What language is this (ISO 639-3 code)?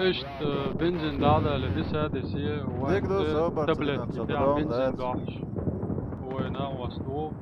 che